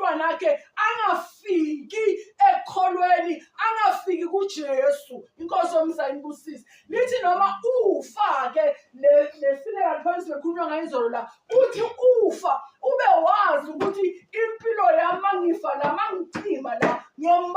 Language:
Zulu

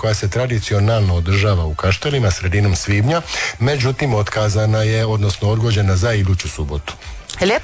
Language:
Croatian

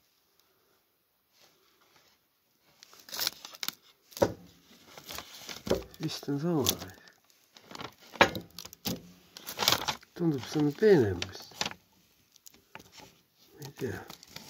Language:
Estonian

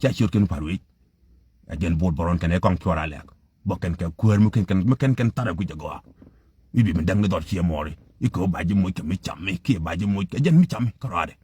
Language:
Nuer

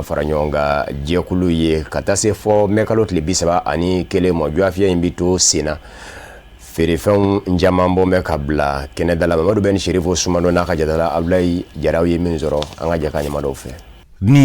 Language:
Bambara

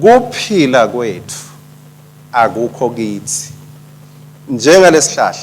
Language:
Swati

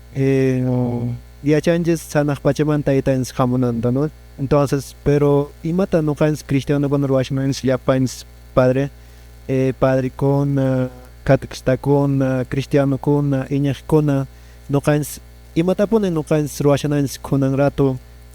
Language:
Quechua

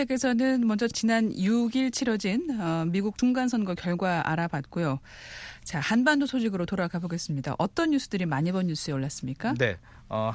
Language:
Korean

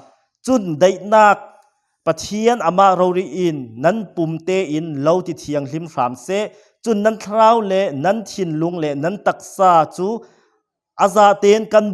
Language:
Falam Chin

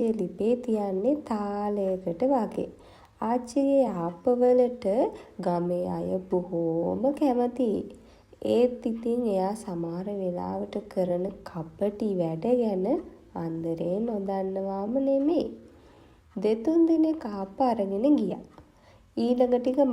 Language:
Sinhala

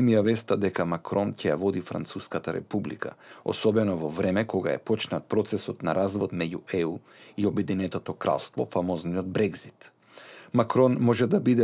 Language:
Macedonian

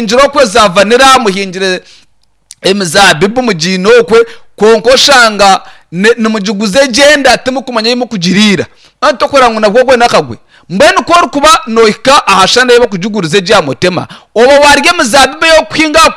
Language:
Nyankole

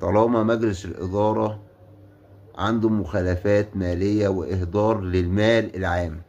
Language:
Egyptian Arabic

